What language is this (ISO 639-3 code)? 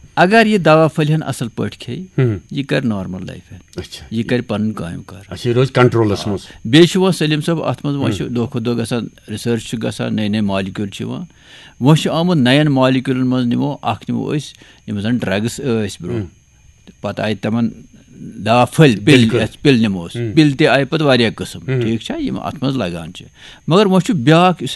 kas